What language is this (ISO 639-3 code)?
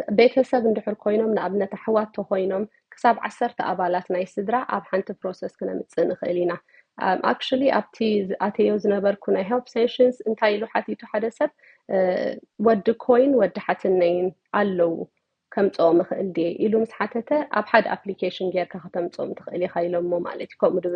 tir